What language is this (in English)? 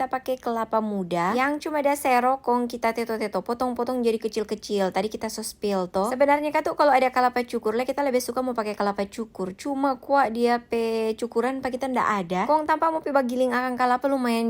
Manado Malay